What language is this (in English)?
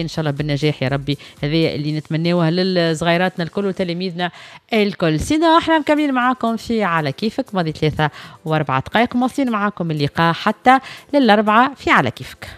Tunisian Arabic